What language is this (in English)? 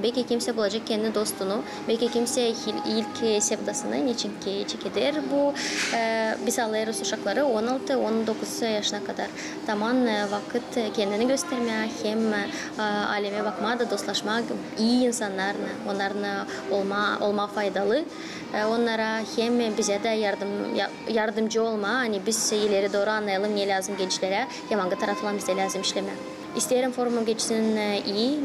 Gagauz